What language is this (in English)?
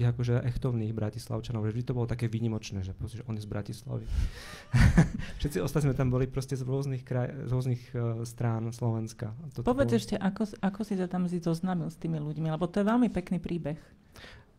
Slovak